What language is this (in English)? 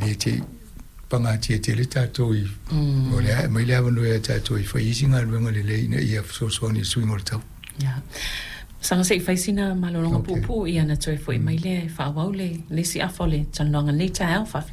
Samoan